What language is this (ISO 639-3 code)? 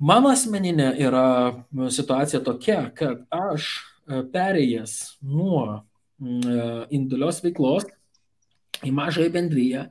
lit